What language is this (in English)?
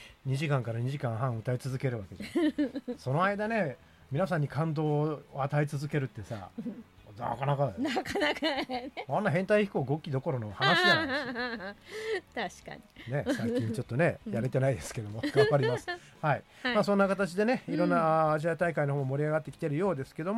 Japanese